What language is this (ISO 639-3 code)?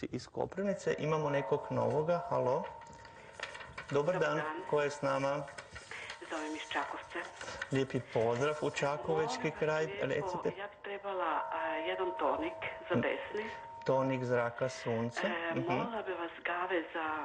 hrv